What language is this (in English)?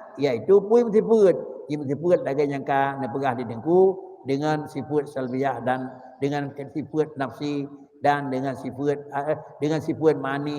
Achinese